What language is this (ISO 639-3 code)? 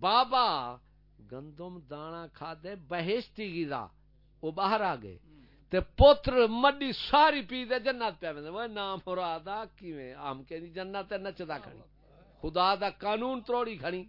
skr